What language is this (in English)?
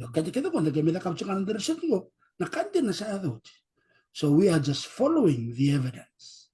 Fijian